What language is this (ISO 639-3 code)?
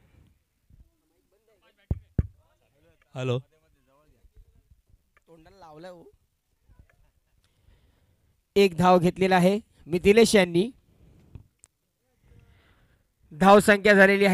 mar